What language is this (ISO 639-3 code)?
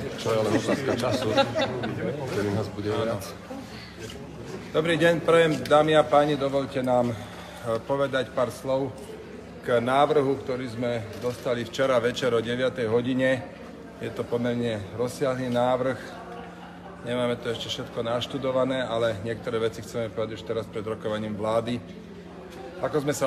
slk